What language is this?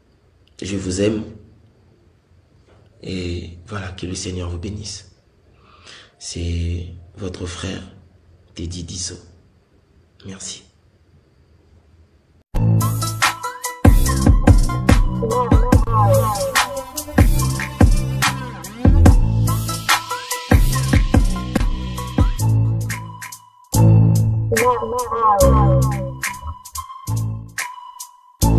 French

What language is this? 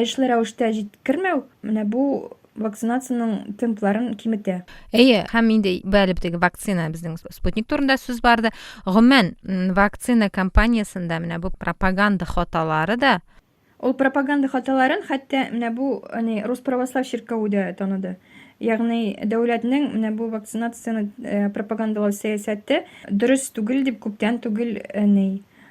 Tatar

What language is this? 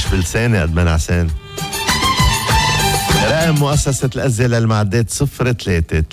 North Levantine Arabic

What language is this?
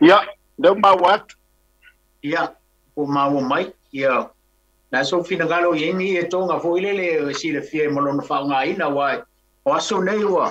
Samoan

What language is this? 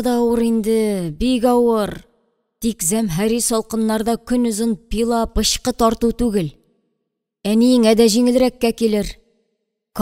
Tatar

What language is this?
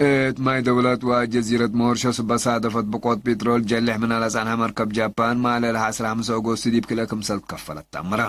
Tigre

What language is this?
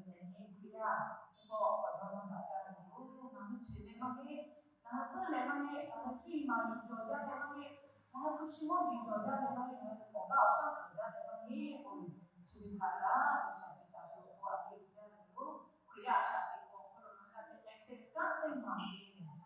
Lahu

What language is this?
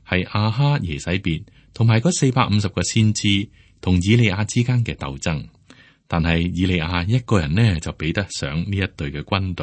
Cantonese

